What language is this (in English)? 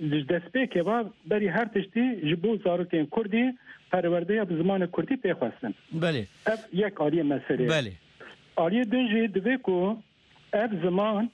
Kurdish